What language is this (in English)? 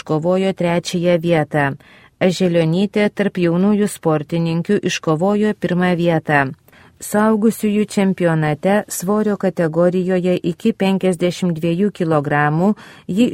Lithuanian